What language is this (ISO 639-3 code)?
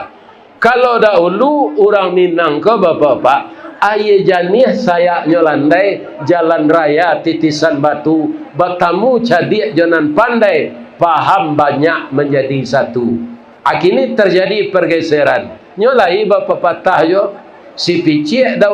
min